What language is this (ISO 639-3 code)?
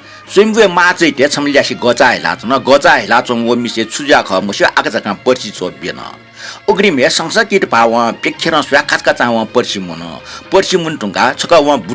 new